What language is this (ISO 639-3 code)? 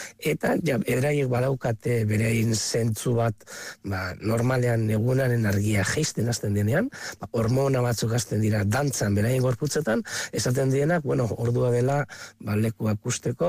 eus